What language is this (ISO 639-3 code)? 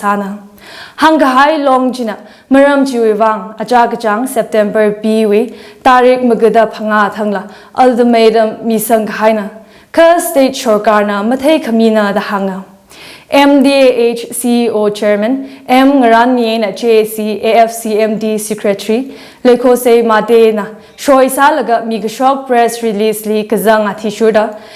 nmf